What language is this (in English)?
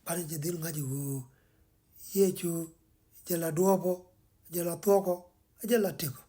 Nuer